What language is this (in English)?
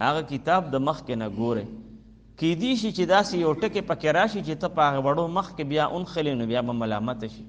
Pashto